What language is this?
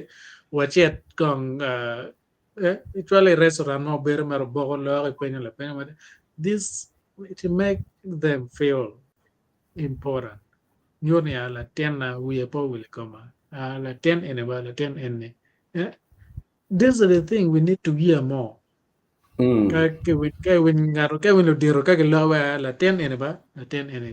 Acoli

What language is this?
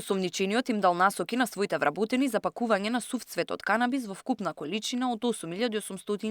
Macedonian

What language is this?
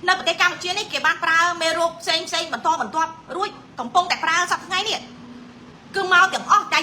Khmer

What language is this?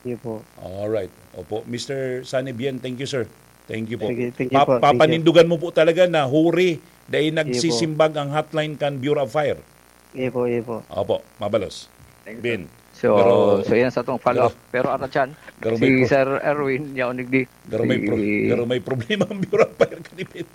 Bikol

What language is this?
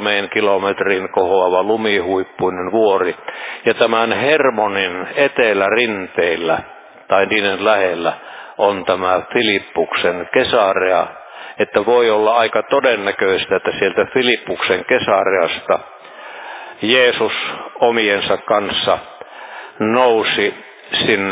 Finnish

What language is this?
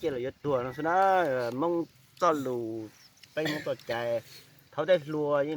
Hmong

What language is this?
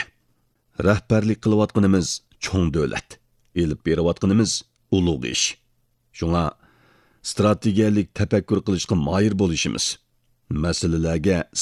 Uyghur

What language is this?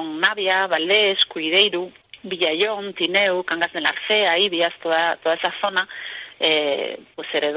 Asturian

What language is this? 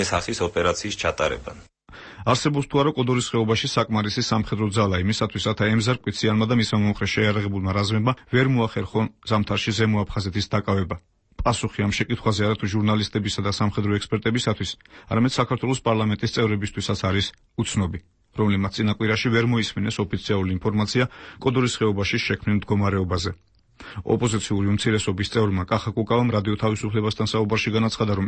Georgian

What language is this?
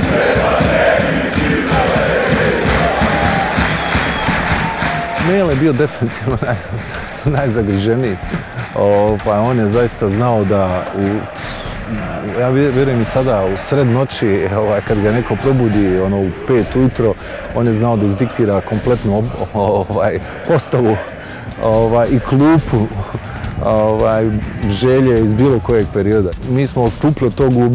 Bosnian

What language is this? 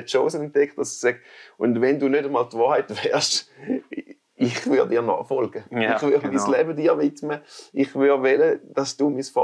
Swiss German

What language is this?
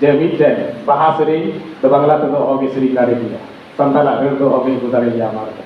Santali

